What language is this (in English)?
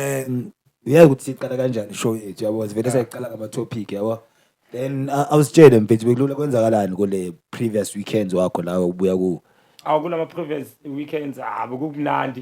Zulu